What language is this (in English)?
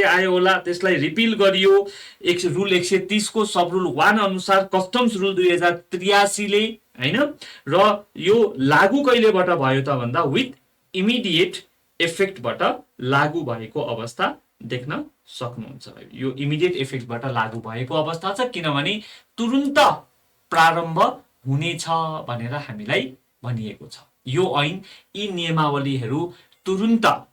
Nepali